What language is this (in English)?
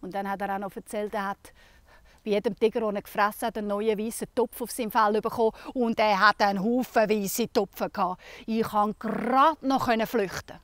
Swiss German